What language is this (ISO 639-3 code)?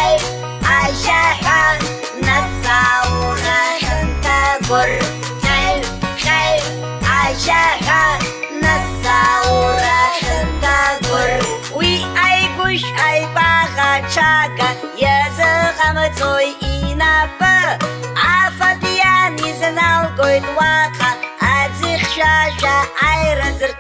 abk